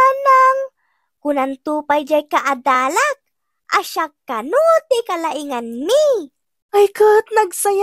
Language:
Iloko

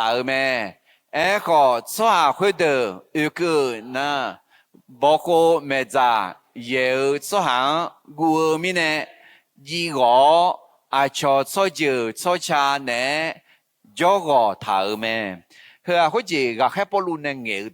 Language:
Akha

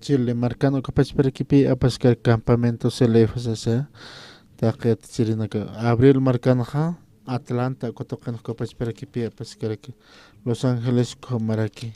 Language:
Aymara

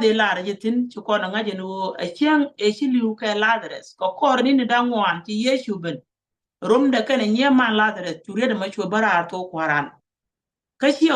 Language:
Nuer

